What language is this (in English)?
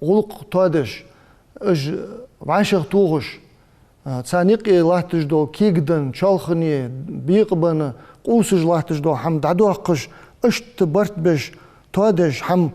Ingush